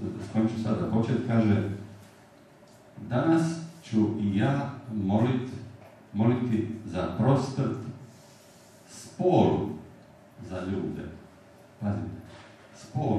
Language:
Croatian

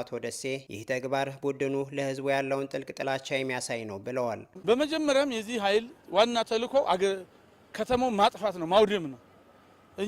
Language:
Amharic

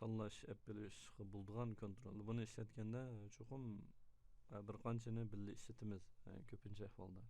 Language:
Uyghur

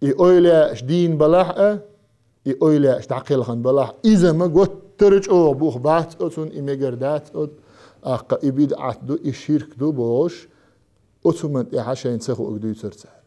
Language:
Chechen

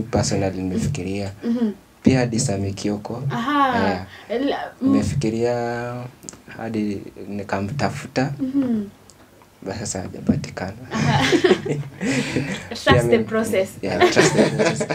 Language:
Swahili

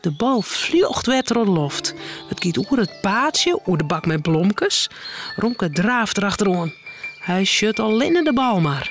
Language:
Western Frisian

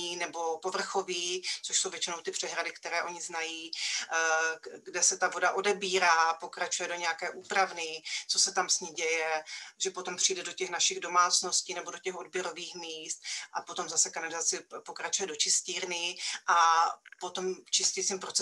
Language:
Czech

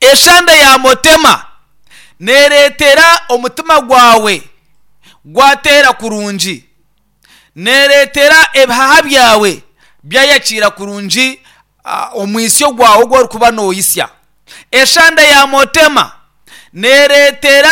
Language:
Nyankole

